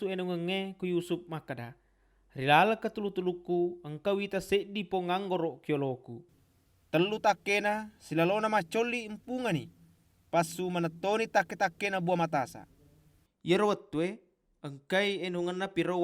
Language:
Buginese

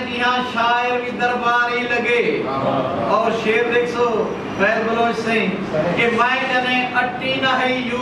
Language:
Saraiki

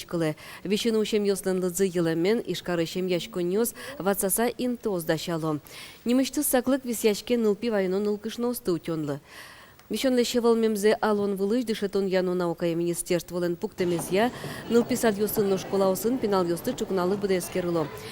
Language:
Udmurt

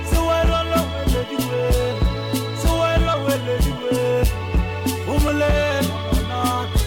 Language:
Northern Sotho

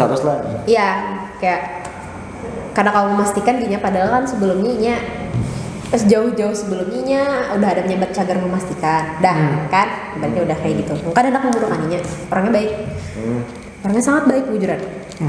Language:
Banjar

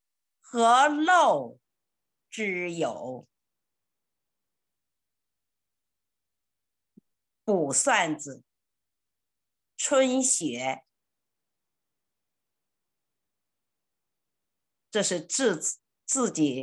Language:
Chinese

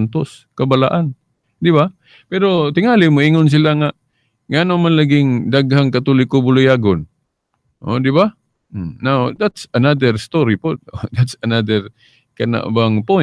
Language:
Cebuano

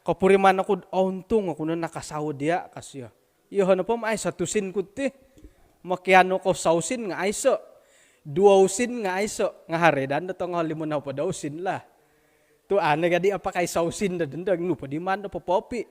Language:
Central Dusun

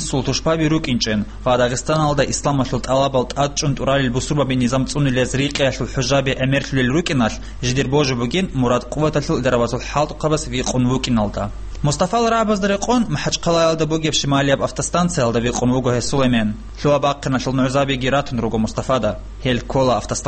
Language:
Avaric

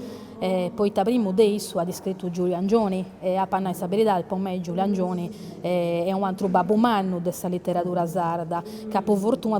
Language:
Sardinian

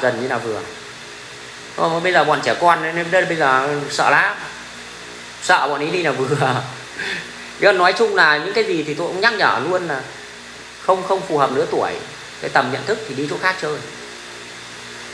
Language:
Vietnamese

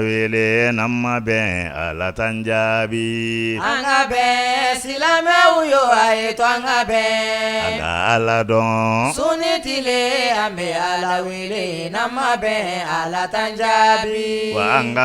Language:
Bambara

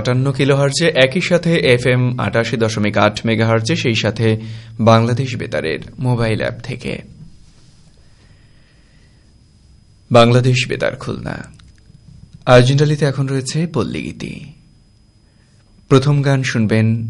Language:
Bangla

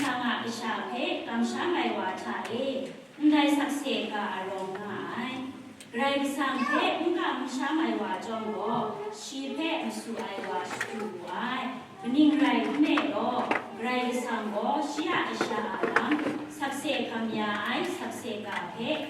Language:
Kachin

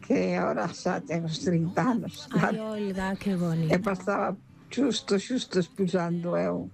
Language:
Galician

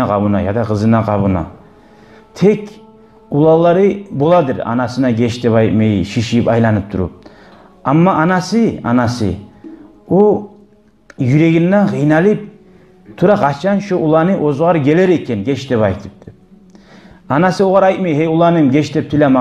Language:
Kumyk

